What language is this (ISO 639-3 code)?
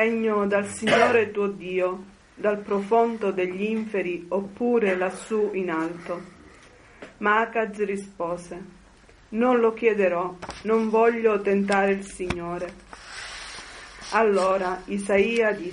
ita